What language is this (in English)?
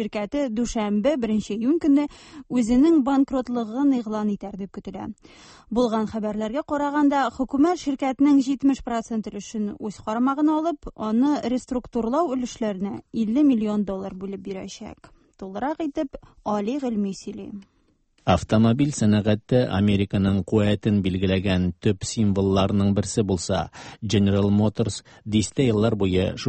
Tatar